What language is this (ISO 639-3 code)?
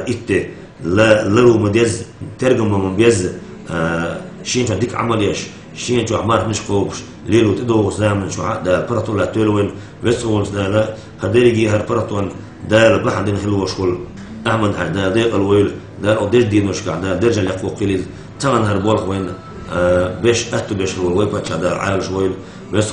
che